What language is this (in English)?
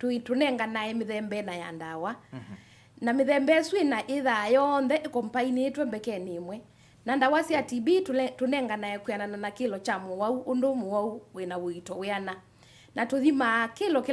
Kamba